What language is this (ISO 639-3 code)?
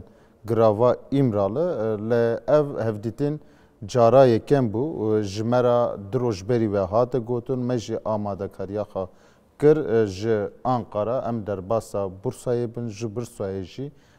kur